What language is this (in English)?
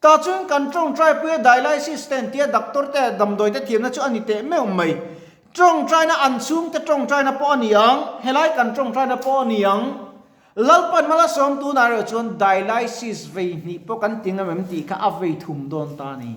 Mizo